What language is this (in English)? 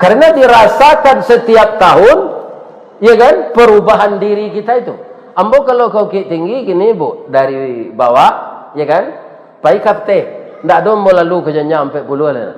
Minangkabau